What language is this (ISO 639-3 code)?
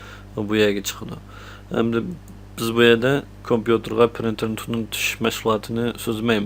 uig